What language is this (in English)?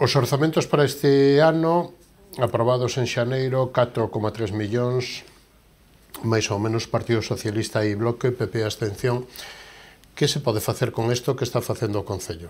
Galician